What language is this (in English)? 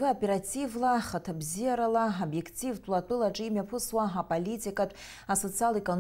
Abkhazian